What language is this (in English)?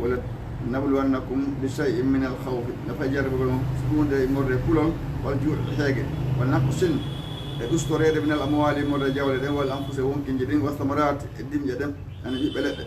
Fula